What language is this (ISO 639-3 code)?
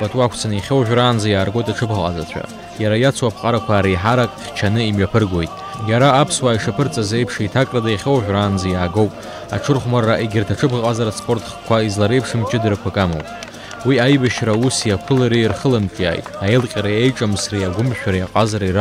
abk